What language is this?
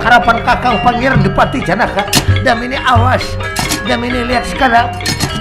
Banjar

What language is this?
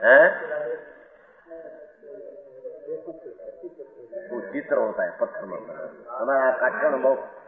Gujarati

